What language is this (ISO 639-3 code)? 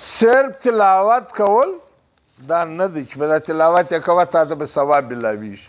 pus